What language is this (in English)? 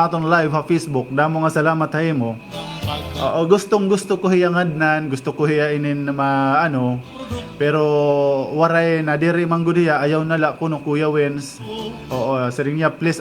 Waray